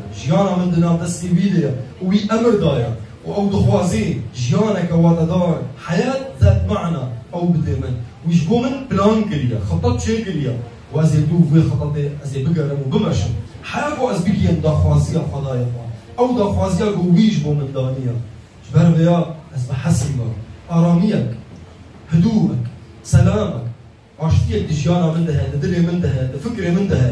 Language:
Kurdish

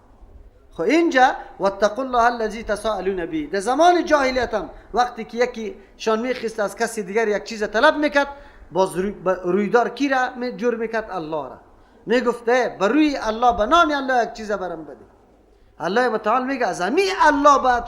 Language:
Persian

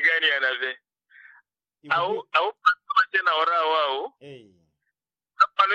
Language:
Swahili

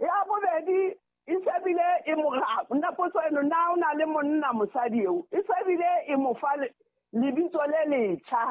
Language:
Southern Sotho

